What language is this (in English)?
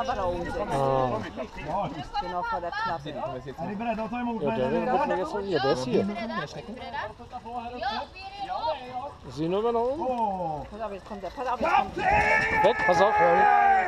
Swedish